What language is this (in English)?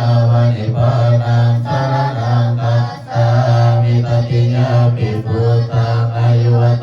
Pali